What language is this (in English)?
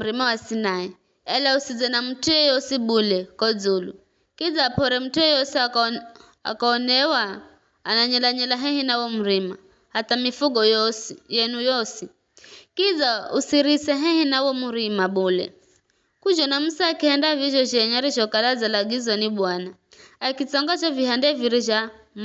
Giryama